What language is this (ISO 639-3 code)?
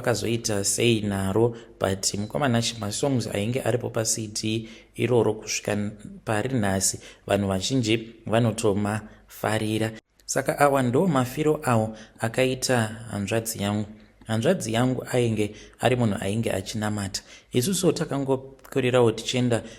sna